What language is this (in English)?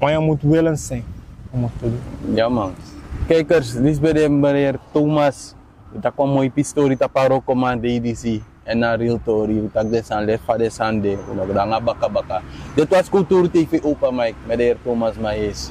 Sranan Tongo